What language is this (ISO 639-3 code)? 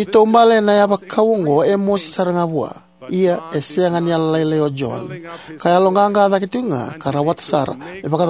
fij